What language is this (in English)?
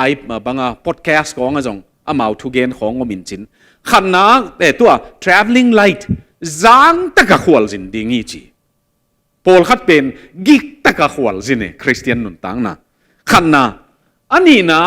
Tedim Chin